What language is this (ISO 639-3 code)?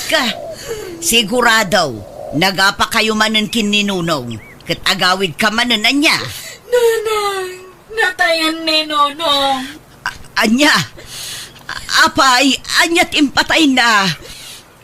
ilo